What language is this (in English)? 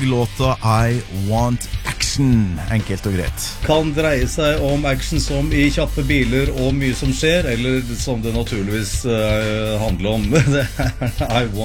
Norwegian